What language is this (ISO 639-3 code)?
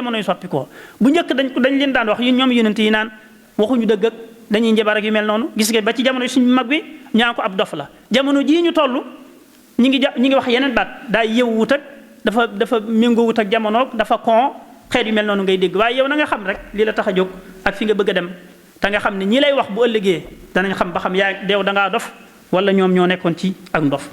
wol